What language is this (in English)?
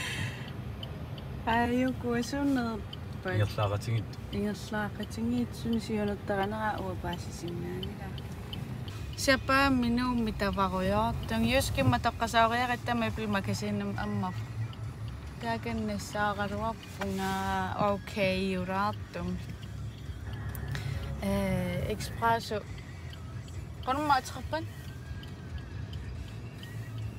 Kalaallisut